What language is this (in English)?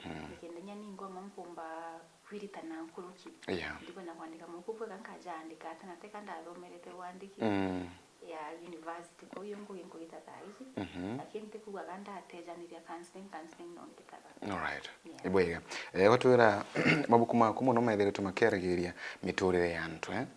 Meru